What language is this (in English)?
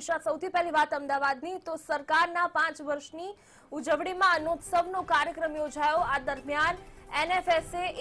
Gujarati